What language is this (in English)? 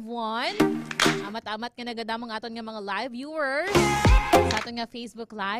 Hiligaynon